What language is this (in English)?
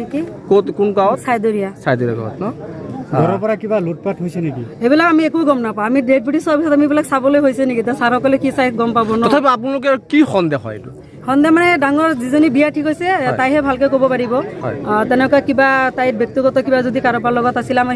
Assamese